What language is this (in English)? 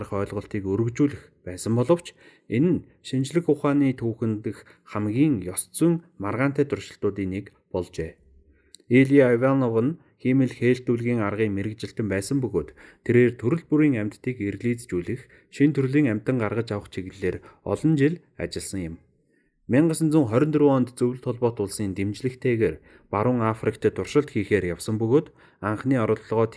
Mongolian